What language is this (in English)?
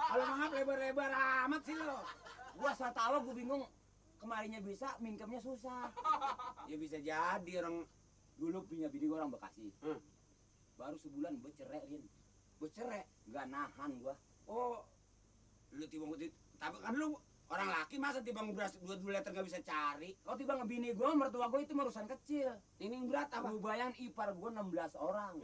Betawi